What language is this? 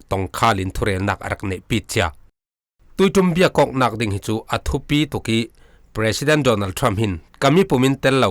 Falam Chin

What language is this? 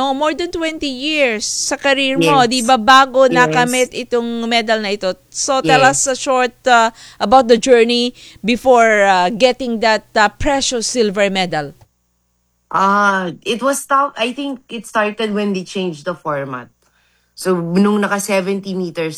Filipino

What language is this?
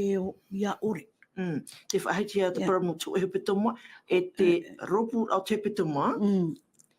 Tahitian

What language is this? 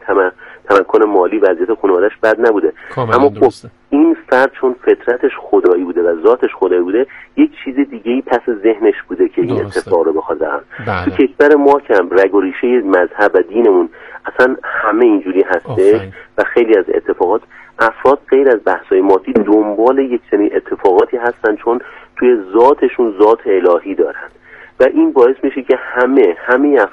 Persian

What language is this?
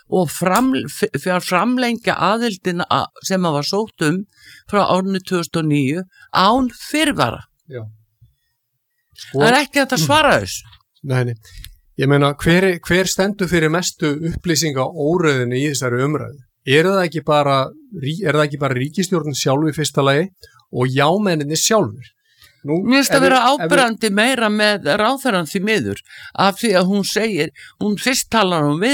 Icelandic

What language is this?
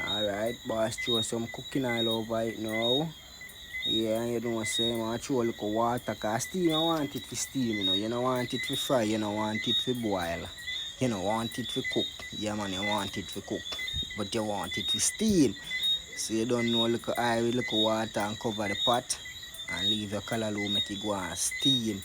Jamaican Creole English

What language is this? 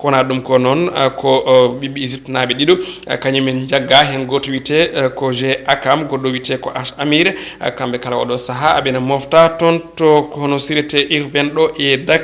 Fula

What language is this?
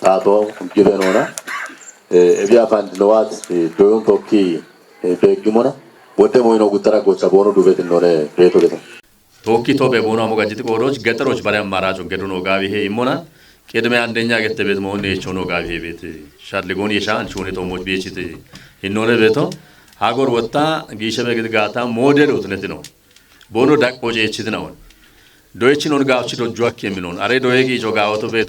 Kafa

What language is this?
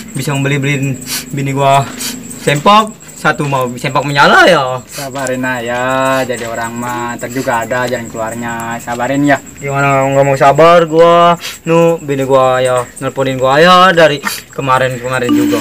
Betawi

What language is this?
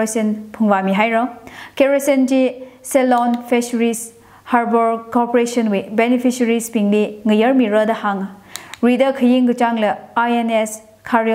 Tangkhul Naga (India)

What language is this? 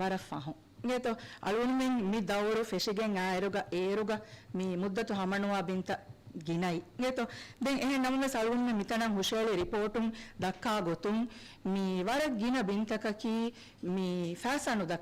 Divehi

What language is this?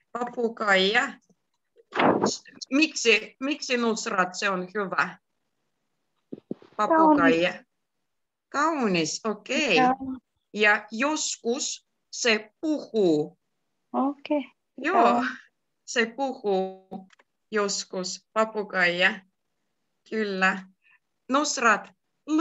Finnish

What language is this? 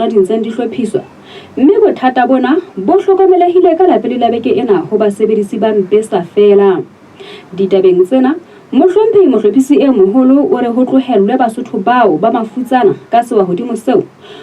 Southern Sotho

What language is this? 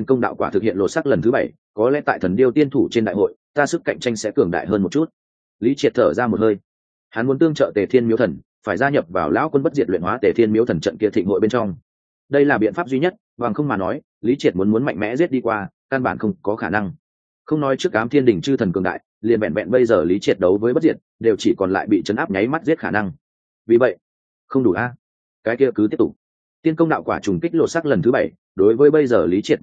Vietnamese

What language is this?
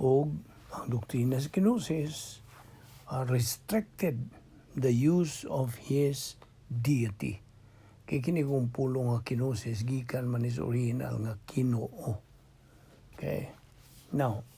Cebuano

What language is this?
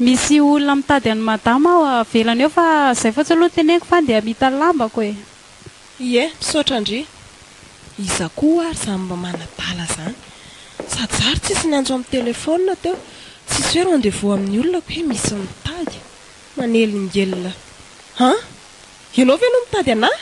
Malagasy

